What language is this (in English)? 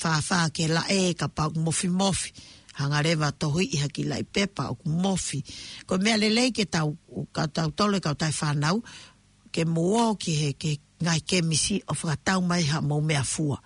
Tongan